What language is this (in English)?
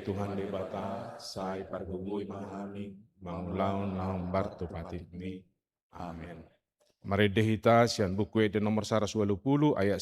Batak Toba